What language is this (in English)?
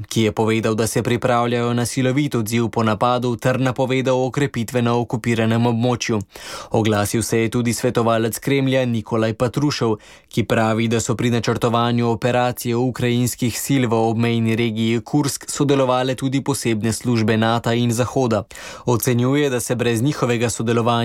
Slovenian